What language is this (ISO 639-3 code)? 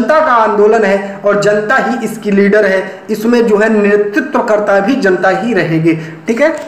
hin